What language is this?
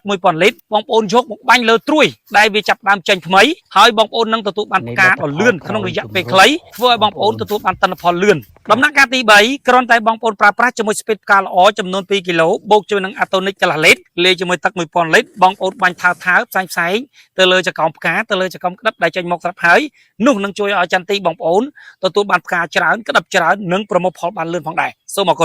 Khmer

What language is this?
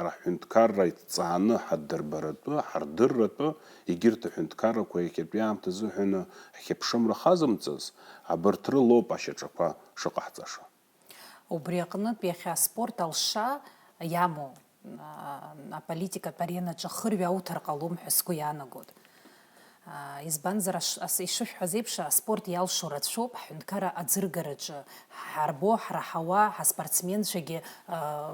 Abkhazian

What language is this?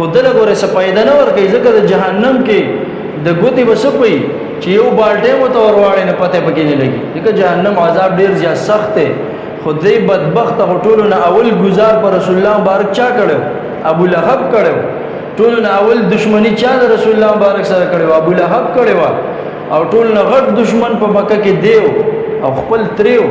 Pashto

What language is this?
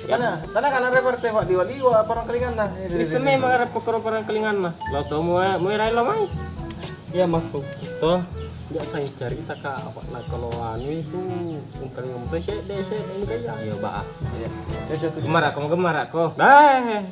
Makassar Malay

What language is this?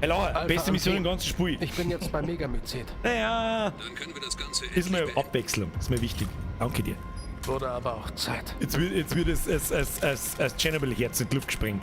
Bavarian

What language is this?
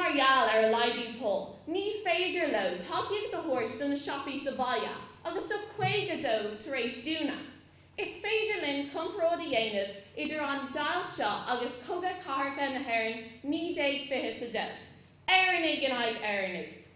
Irish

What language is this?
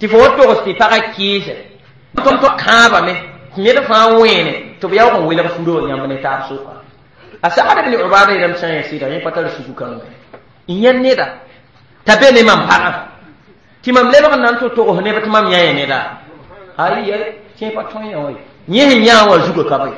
Mossi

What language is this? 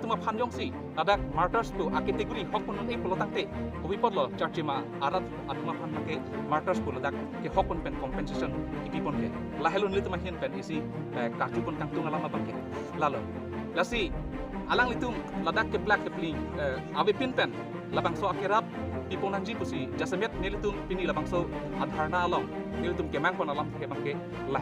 Karbi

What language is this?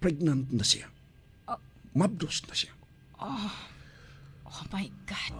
Cebuano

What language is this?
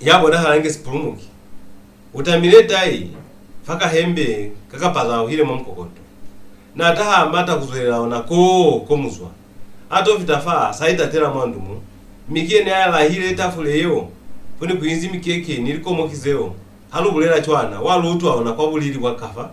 Lozi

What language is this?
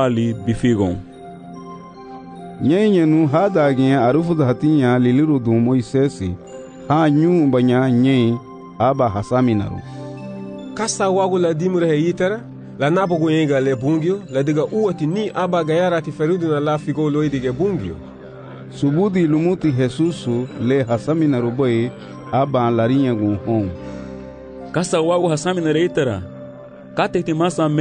Garifuna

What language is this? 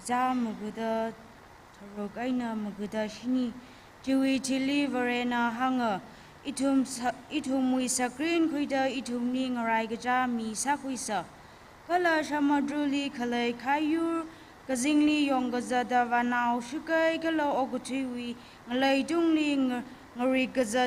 Tangkhul Naga (India)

